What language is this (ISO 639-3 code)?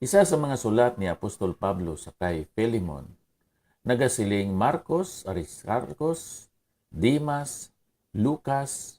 hil